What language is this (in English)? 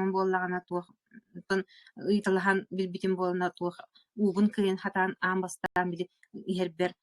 Yakut